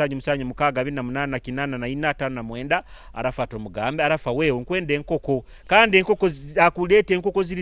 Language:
Nyoro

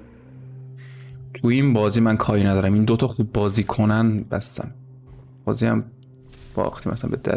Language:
Persian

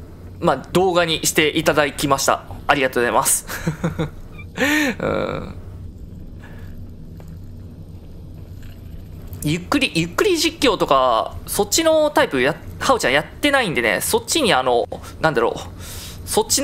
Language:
Japanese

